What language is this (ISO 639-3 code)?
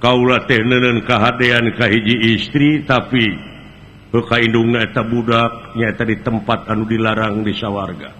sun